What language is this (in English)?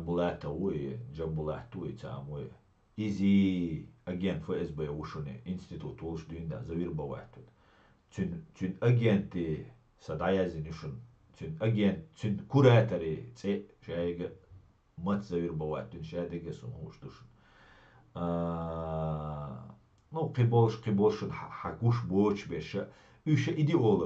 Chechen